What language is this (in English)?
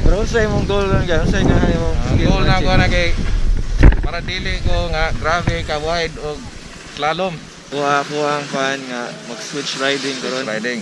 Cebuano